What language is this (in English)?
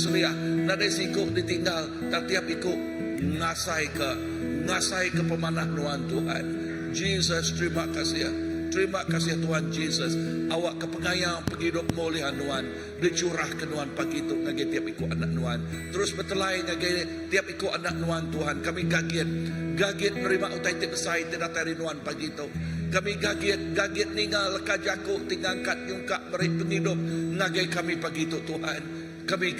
Iban